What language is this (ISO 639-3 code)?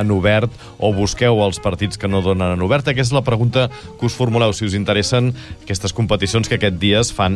cat